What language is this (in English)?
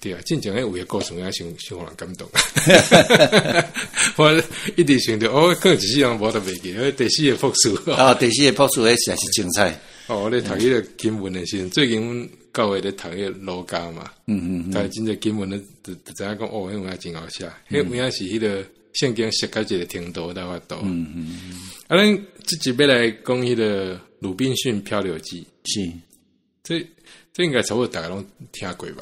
Min Nan Chinese